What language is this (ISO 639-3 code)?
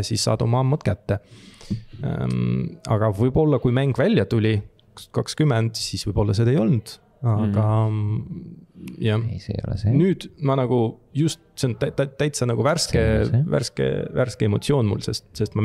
est